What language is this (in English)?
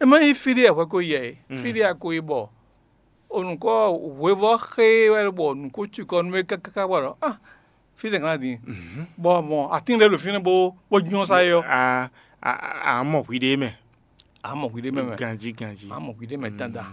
Fon